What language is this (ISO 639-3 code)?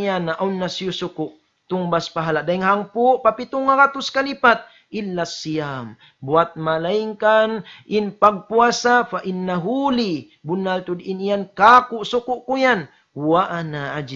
tsg